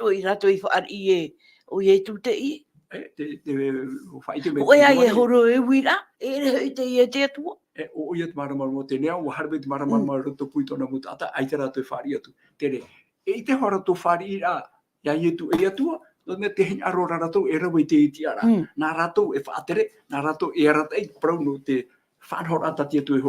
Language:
Tahitian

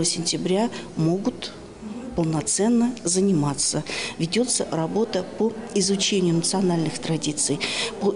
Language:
Russian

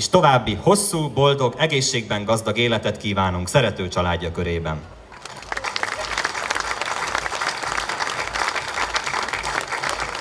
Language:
Hungarian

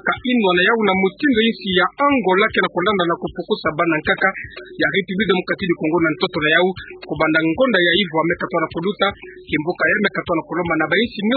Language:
Kituba (Democratic Republic of Congo)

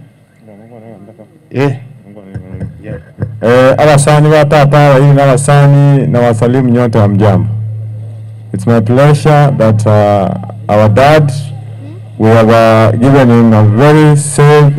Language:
Swahili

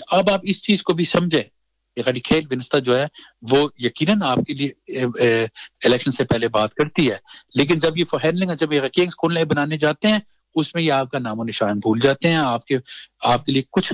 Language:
Urdu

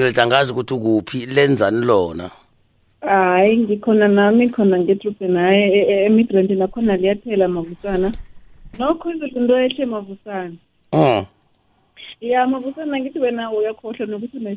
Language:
South Ndebele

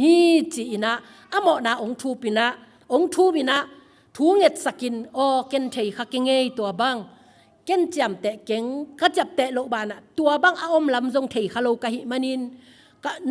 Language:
Tedim Chin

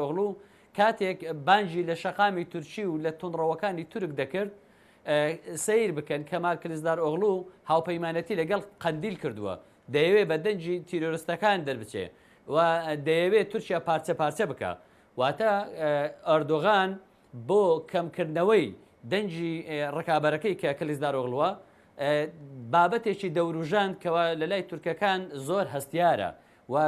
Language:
Central Kurdish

